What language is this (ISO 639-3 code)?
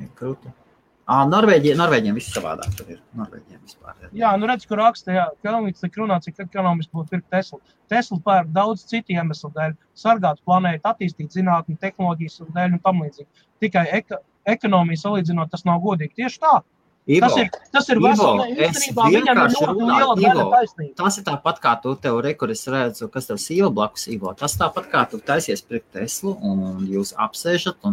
lav